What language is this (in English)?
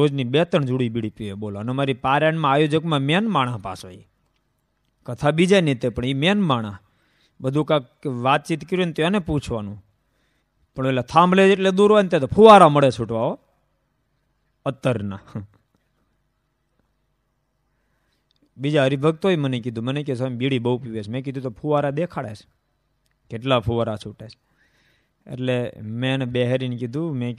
Gujarati